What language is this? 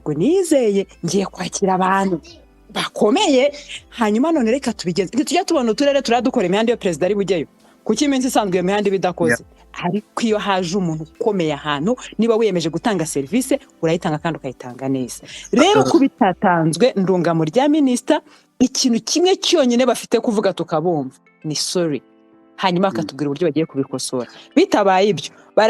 Kinyarwanda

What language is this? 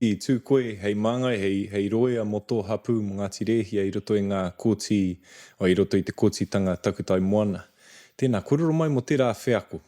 Māori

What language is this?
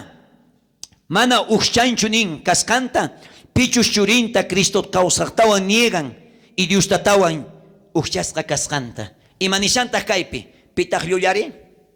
South Bolivian Quechua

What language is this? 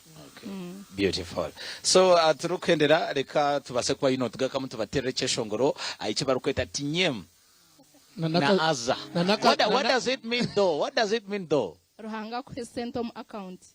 Nyankole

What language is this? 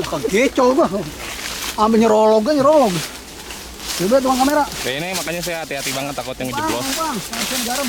Betawi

